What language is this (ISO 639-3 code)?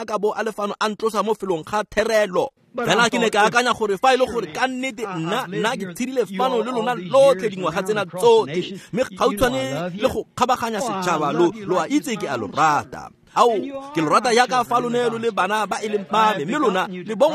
tsn